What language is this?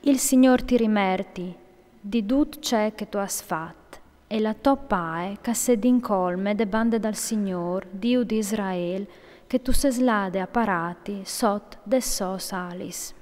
Friulian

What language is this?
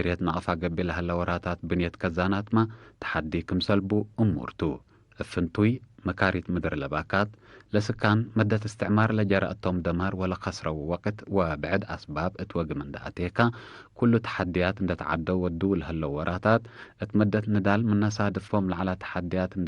Tigre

